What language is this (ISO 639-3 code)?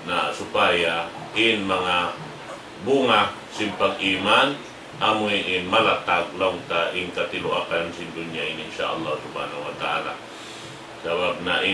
tsg